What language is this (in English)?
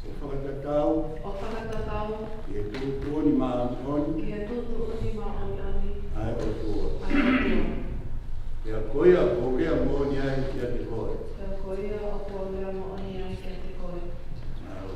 Tongan